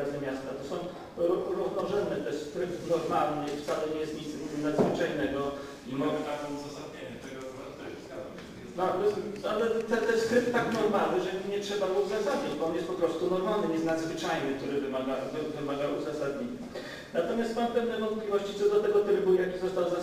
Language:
Polish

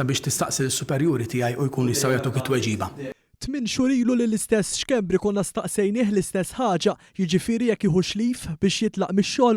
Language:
Maltese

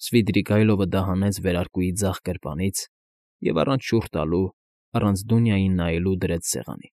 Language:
Armenian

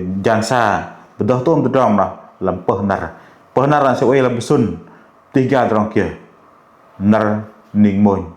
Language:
Bahnar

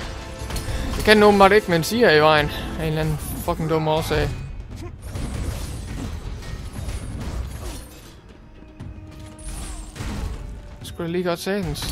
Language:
Danish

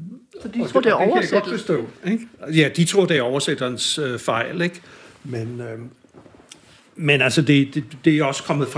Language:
Danish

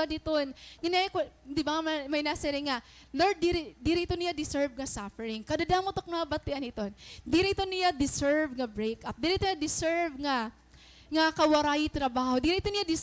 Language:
Waray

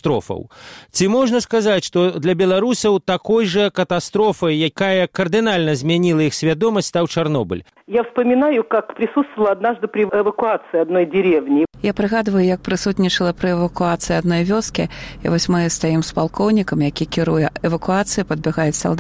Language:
Belarusian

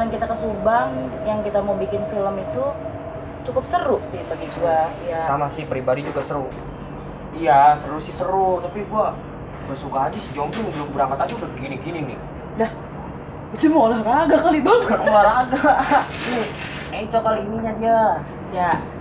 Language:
Betawi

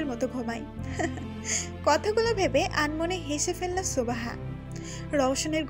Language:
Bangla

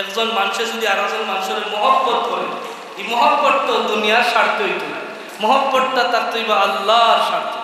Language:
Sylheti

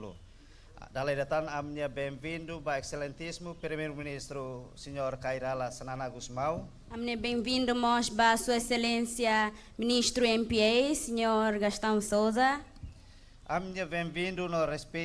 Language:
Tetum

